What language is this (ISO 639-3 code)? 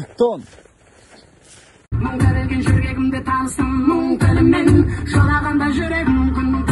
kaz